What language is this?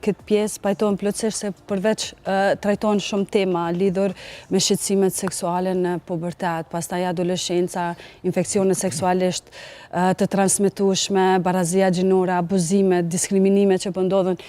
Albanian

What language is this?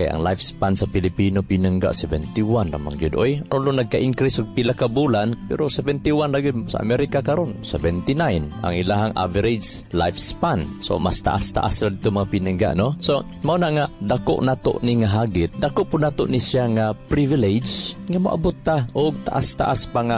Cebuano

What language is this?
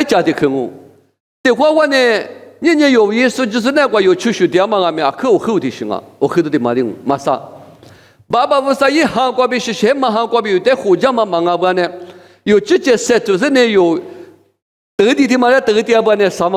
Lisu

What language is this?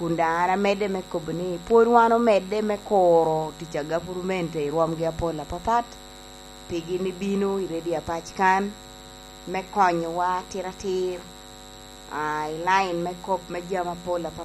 Lango (Uganda)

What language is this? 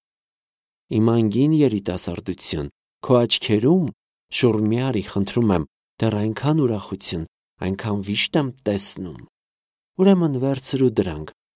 Armenian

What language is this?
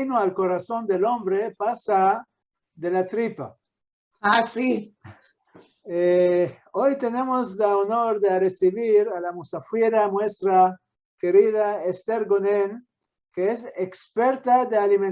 Ladino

